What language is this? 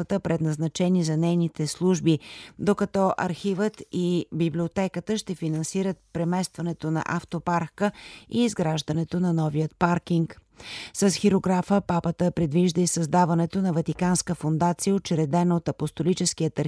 Bulgarian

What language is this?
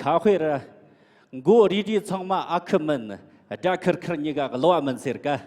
Tibetan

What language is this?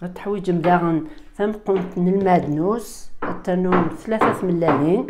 Kabyle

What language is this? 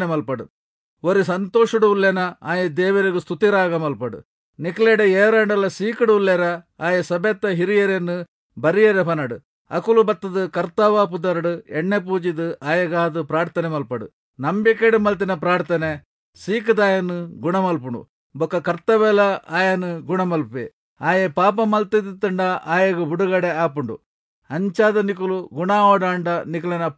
Tulu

